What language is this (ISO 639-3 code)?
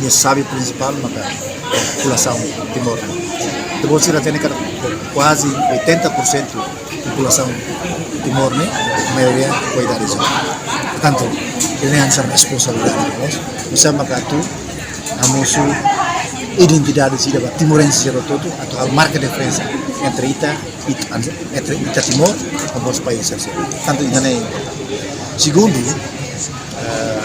tet